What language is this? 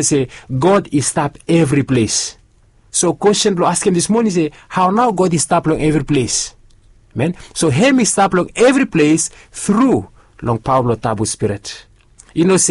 Bislama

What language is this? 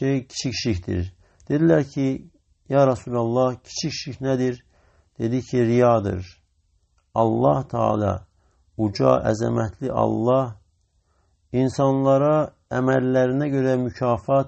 Azerbaijani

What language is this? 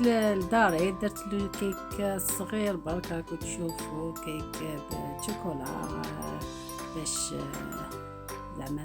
Algerian Arabic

